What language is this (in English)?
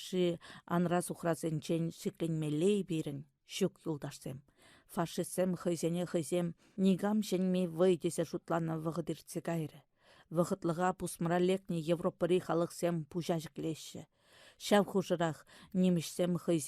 Chuvash